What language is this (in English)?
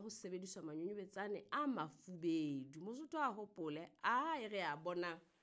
Southern Sotho